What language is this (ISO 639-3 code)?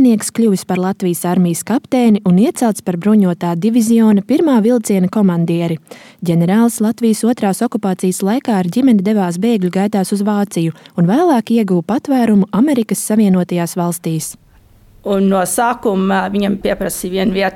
lav